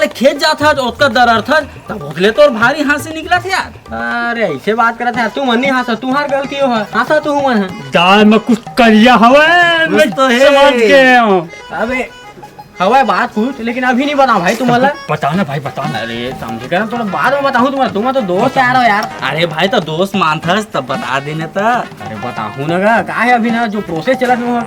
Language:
Chhattisgarhi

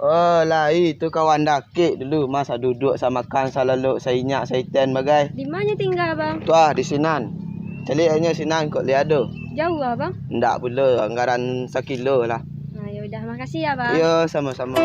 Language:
Minangkabau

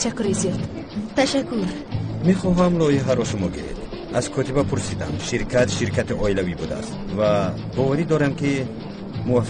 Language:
Tajik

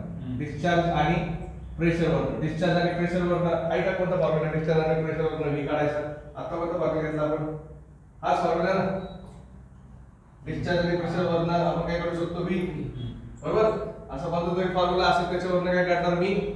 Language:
Marathi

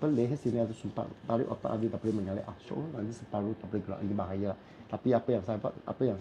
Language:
Malay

